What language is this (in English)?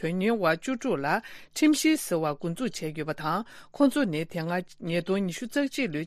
Tibetan